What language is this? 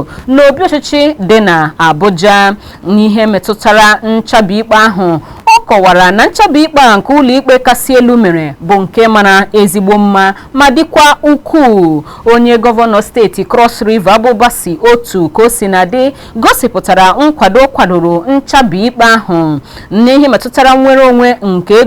Igbo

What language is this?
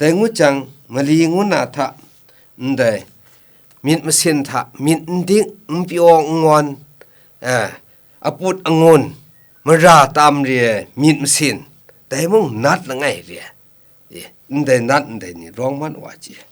Kachin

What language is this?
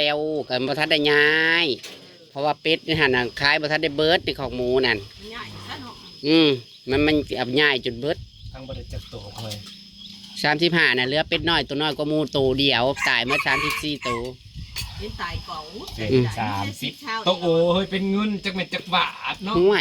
Northeastern Thai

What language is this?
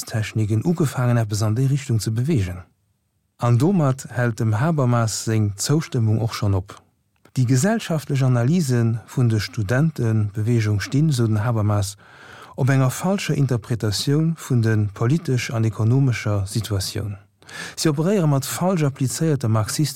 Luxembourgish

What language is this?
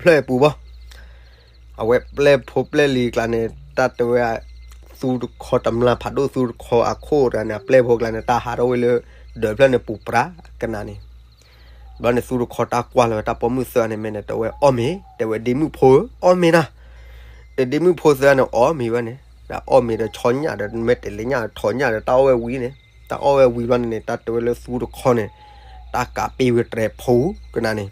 S'gaw Karen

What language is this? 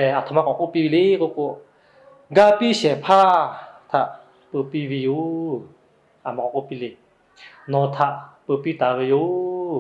Lahu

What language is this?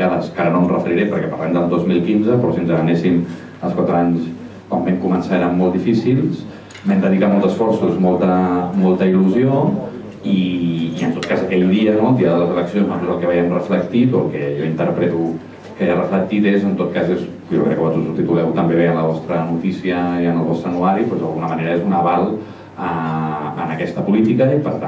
Catalan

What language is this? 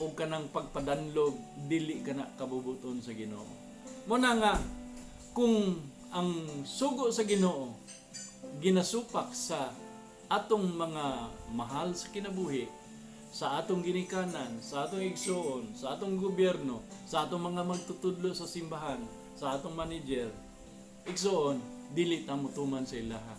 Cebuano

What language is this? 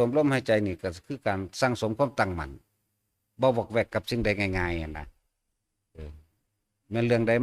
Northeastern Thai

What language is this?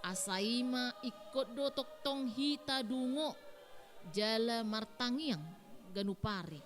Batak Toba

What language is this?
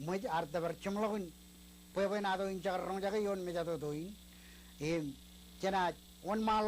Marshallese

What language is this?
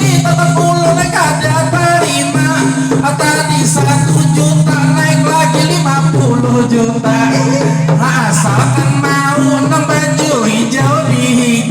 Banjar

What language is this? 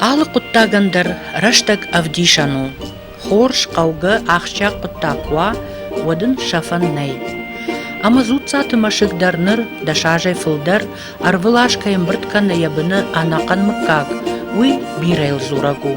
Ossetic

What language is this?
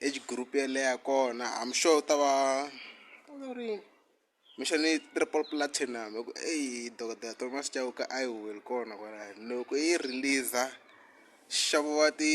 Tsonga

